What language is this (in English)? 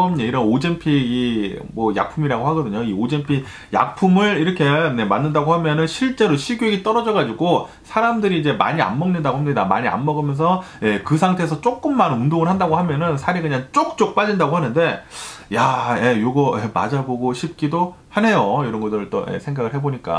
Korean